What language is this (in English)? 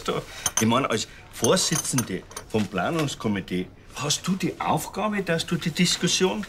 Bavarian